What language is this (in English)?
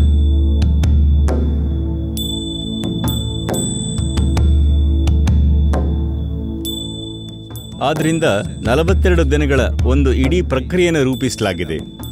Kannada